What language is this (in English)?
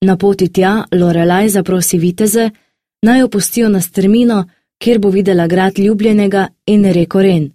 Slovenian